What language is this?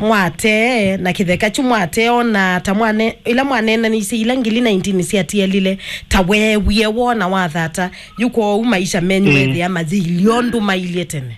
Kamba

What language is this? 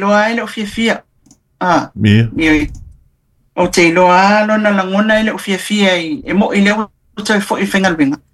Samoan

